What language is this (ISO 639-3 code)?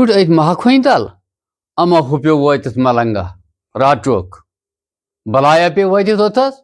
kas